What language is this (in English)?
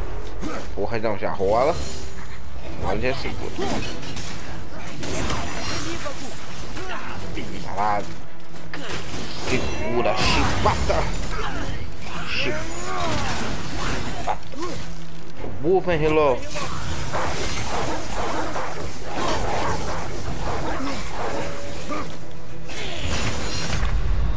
Portuguese